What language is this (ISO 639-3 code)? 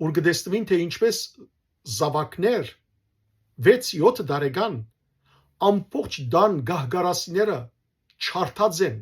hyw